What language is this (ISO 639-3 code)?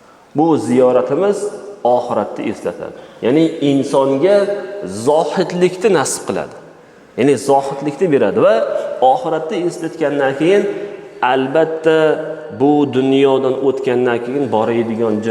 uzb